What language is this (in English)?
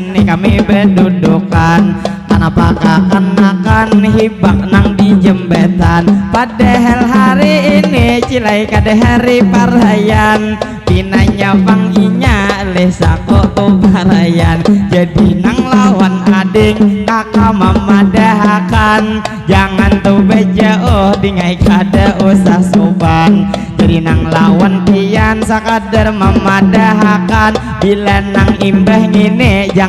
Banjar